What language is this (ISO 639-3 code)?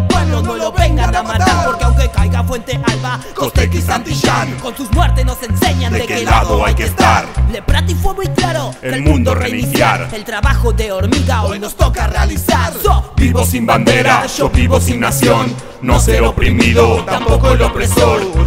spa